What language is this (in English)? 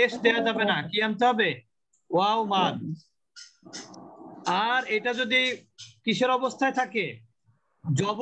Bangla